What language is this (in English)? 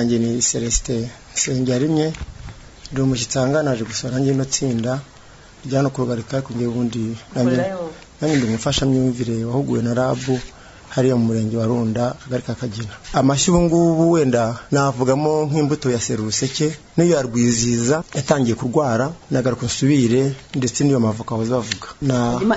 Kinyarwanda